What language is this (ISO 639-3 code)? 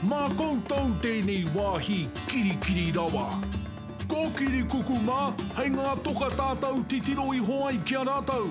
mri